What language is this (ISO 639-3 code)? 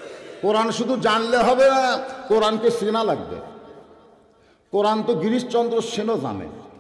ben